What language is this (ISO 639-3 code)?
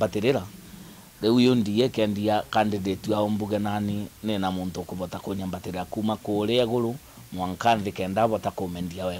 mer